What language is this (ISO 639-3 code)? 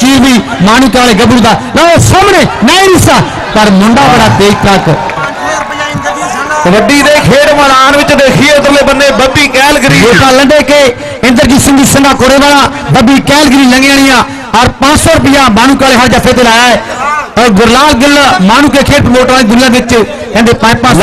pan